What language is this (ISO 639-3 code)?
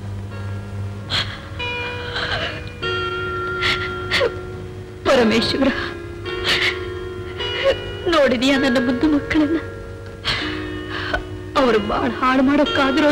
kan